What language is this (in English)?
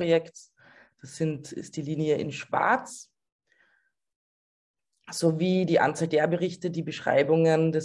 German